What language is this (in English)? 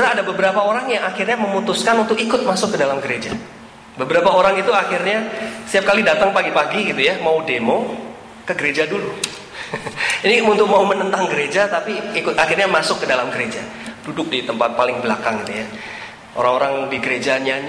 Indonesian